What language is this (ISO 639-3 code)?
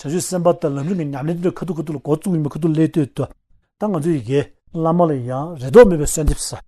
bod